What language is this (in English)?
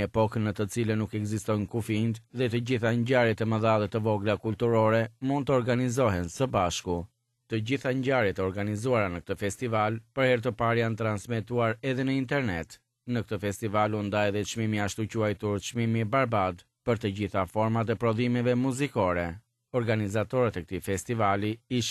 Albanian